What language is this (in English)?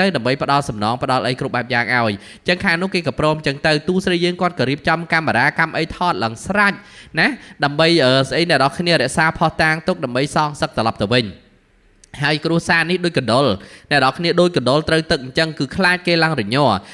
Khmer